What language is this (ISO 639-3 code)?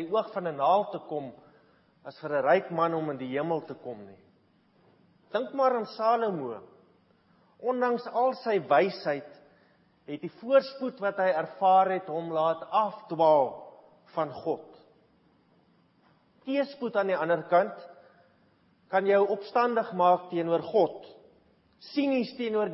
afr